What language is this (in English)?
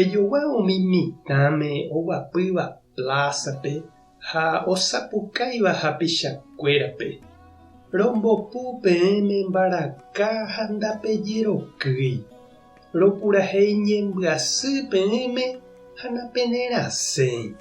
Guarani